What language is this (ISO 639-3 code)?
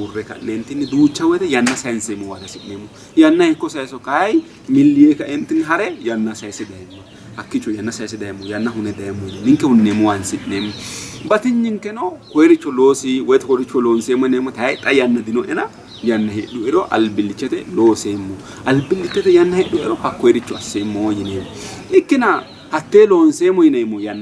sid